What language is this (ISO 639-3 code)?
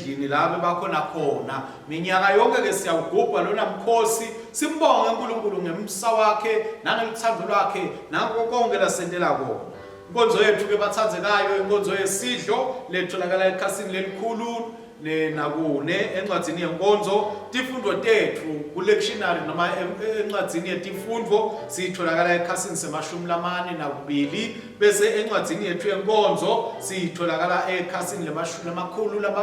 ssw